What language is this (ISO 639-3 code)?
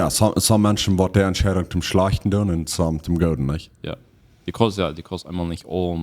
pdt